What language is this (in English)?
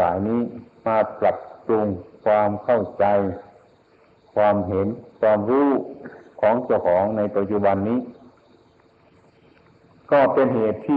Thai